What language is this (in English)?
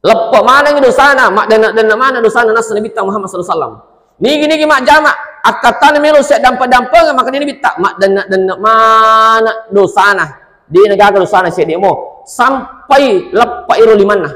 Buginese